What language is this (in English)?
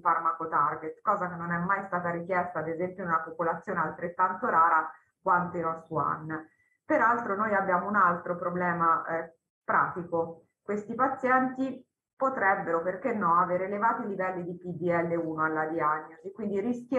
Italian